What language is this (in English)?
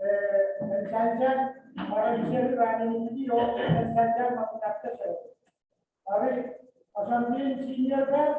Pohnpeian